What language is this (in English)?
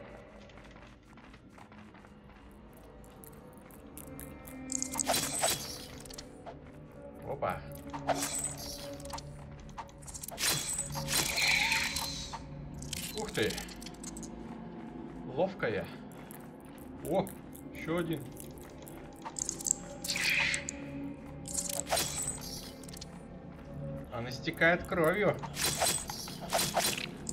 Russian